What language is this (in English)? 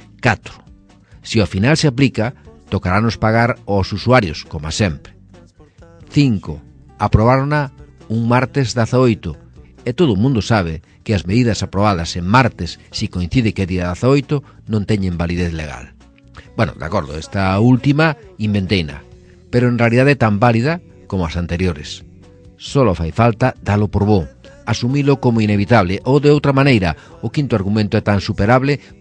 Galician